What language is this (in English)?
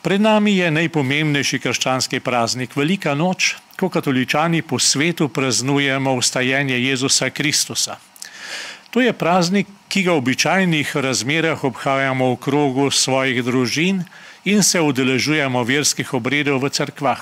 Slovenian